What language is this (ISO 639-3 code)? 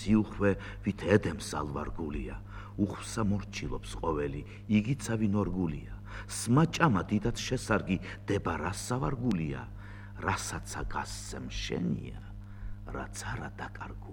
kat